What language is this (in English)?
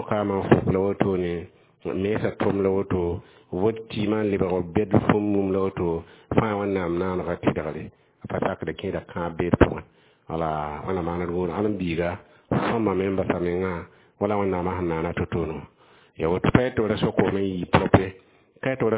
Mossi